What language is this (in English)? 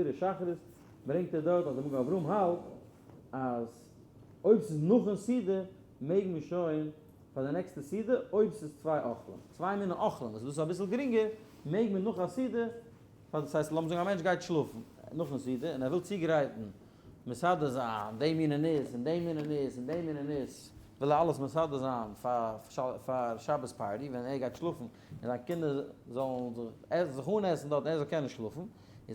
Yiddish